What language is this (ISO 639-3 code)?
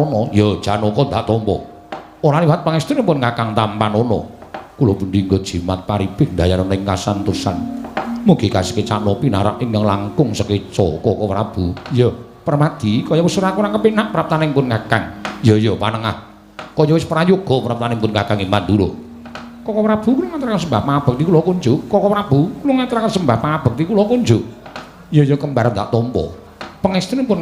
jav